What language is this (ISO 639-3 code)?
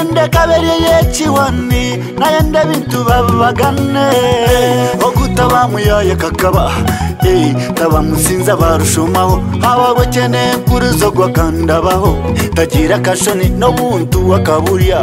nyn